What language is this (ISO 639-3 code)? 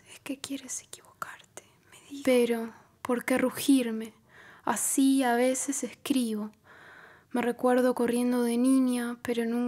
spa